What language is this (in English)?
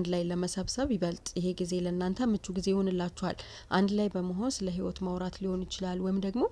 Amharic